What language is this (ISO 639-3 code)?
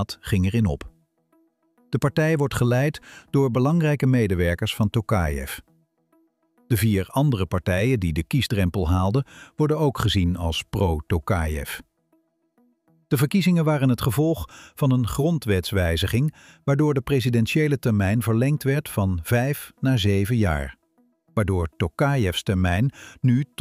nld